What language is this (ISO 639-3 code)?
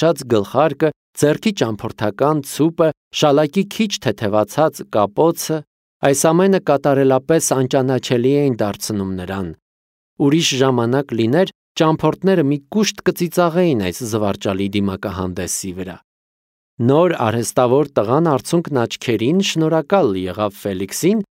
hye